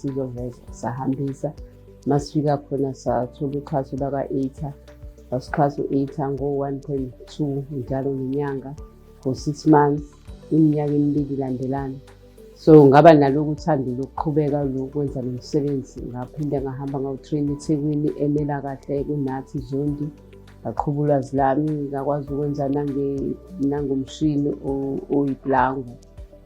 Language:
Zulu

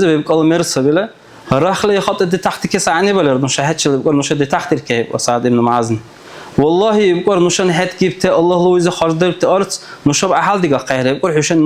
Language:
Dargwa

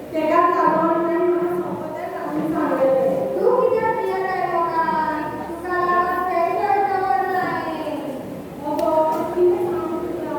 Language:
Konkani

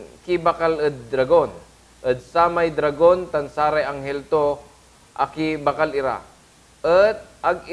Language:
Pangasinan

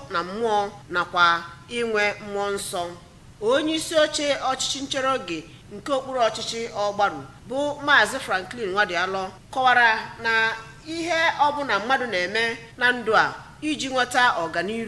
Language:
Igbo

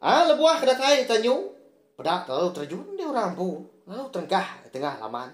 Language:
Iban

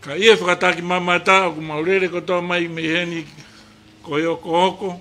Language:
Tongan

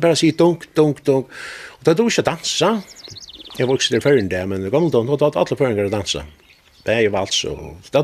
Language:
Faroese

